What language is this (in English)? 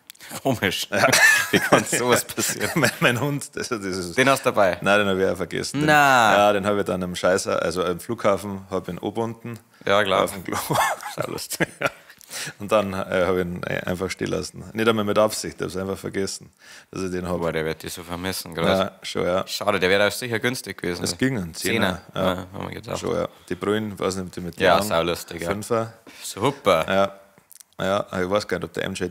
Bavarian